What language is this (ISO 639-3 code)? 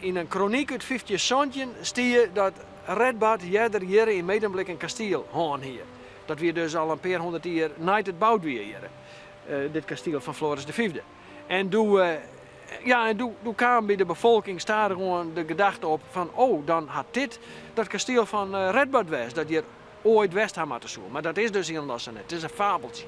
fry